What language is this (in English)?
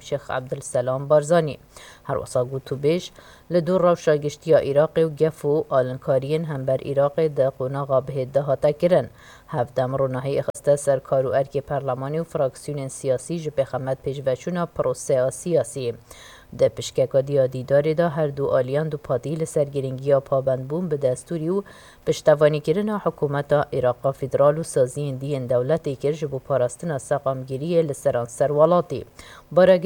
Kurdish